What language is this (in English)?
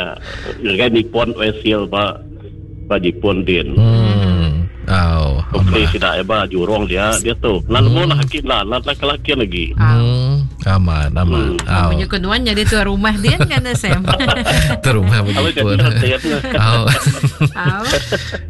Iban